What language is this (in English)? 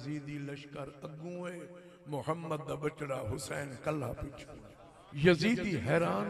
Saraiki